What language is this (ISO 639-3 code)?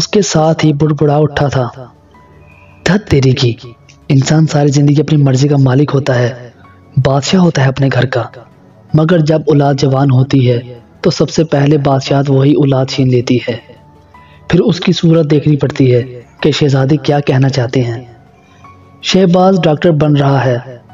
urd